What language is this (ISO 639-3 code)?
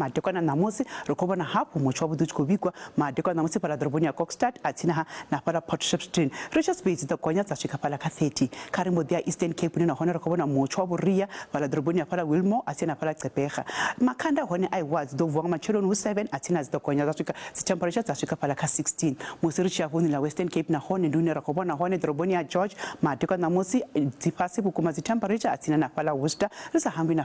ven